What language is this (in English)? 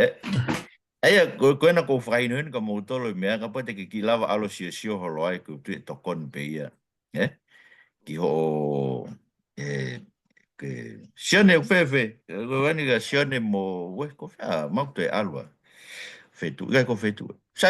Tongan